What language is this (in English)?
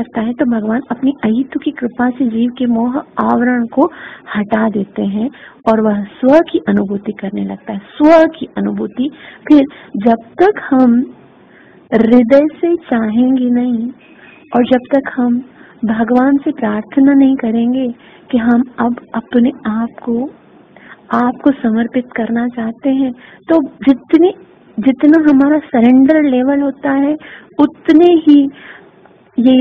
Hindi